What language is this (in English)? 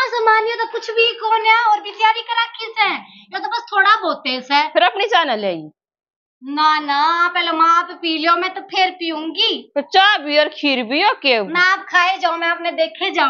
Haryanvi